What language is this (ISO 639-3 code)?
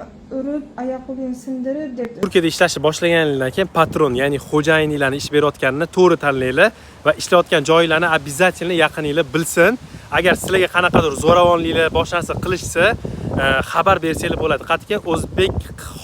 uzb